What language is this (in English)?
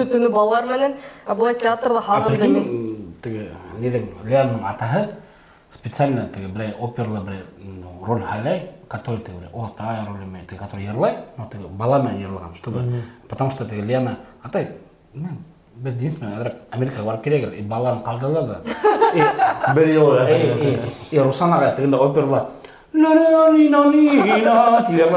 Bashkir